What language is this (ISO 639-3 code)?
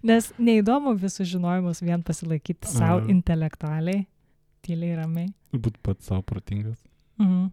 lit